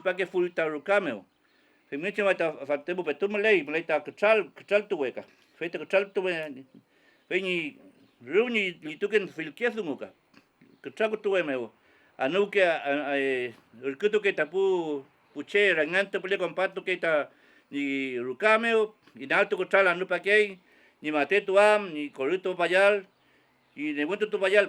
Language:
Mapuche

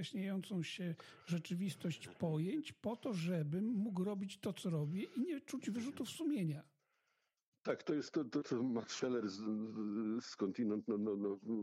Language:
Polish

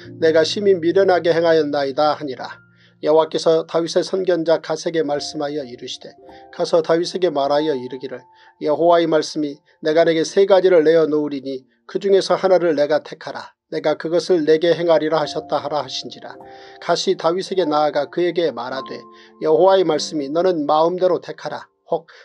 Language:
Korean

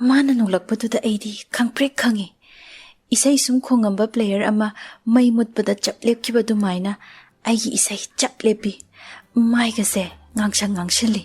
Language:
Manipuri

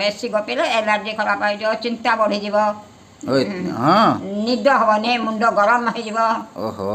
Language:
Odia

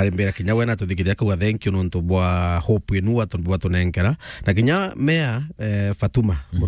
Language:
Meru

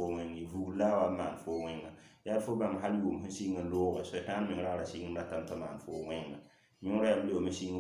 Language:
Mossi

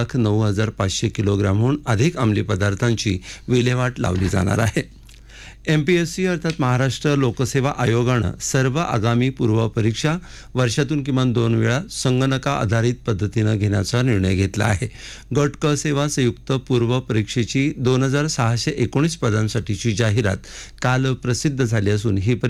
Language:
Marathi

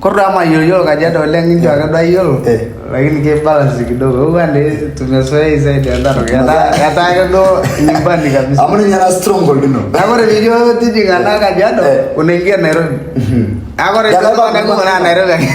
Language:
Masai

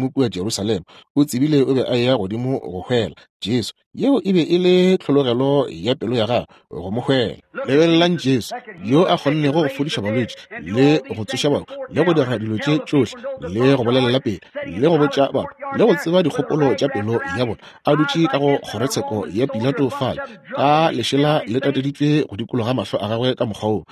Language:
Northern Sotho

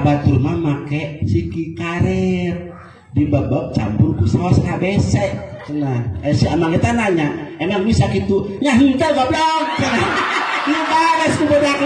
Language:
Sundanese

